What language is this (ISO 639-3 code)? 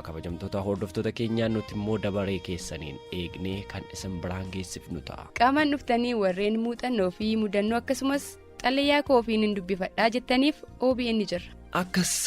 orm